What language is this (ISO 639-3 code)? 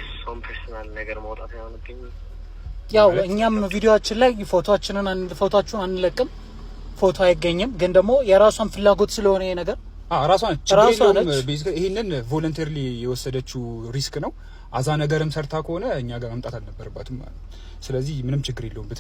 amh